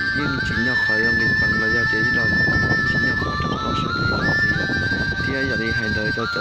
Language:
Hmong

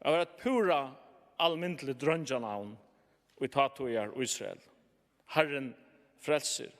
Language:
Faroese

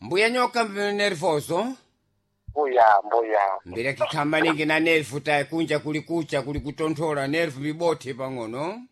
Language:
Sena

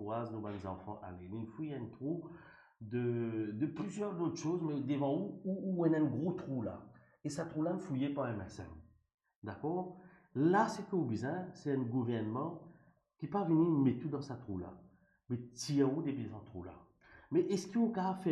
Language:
Morisyen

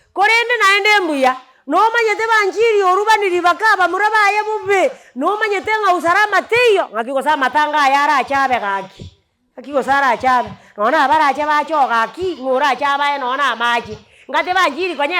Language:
Gusii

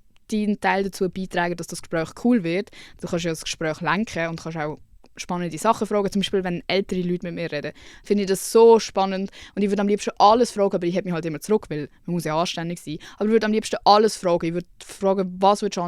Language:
Swiss German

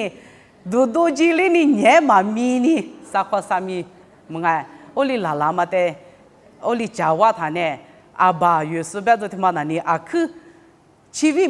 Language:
Lisu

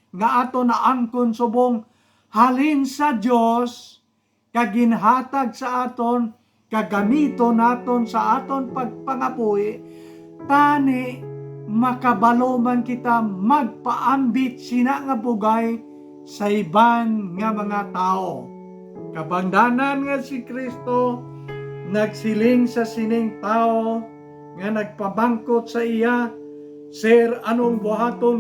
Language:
Hiligaynon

